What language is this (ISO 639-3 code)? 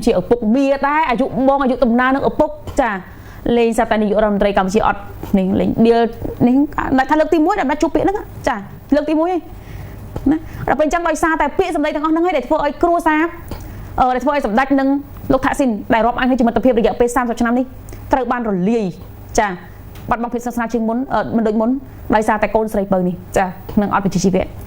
khm